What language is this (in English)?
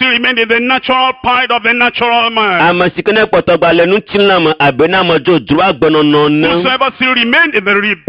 Ewe